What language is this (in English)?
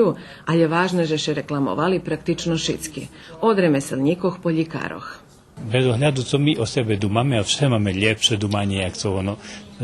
Rusyn